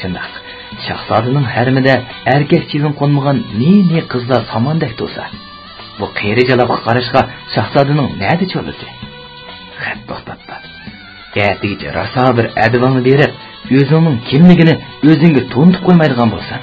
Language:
Uyghur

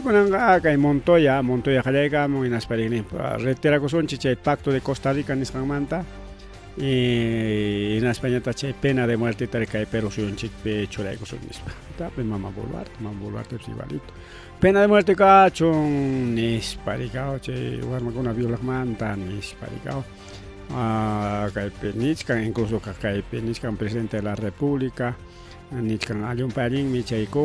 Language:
Ayacucho Quechua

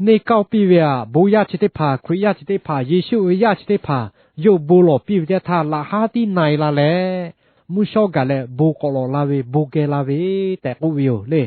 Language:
Lahu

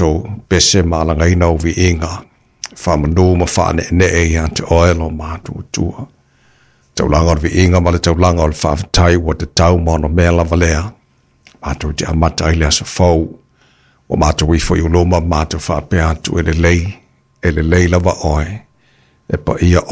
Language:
Samoan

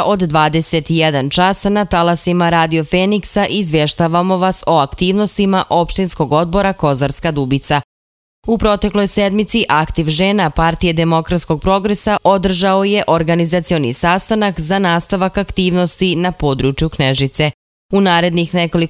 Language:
Serbian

